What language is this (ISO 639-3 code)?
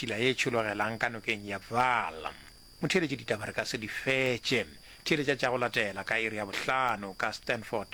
nso